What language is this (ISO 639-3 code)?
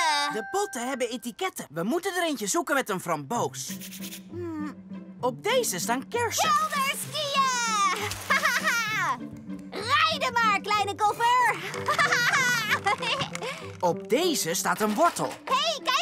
nld